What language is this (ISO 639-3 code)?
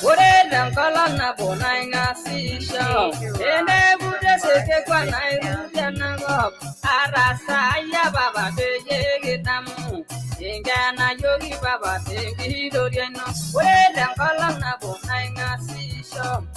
mas